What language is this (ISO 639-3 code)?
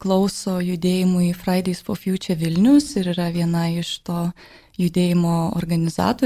lit